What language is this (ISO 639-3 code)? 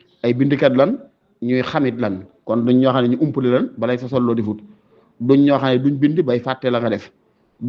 wol